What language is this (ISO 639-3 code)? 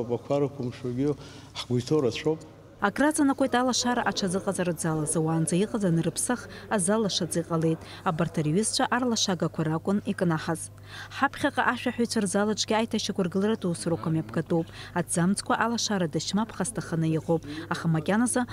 abk